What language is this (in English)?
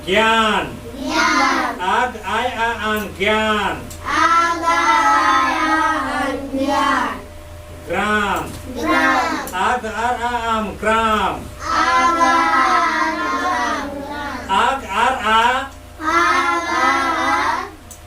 Santali